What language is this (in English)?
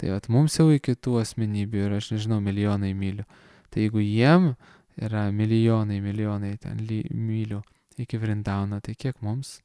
Lithuanian